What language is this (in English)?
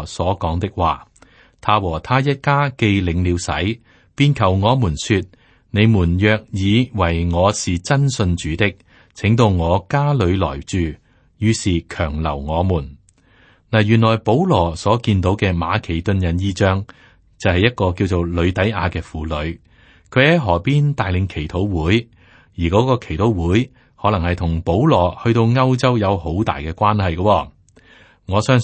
Cantonese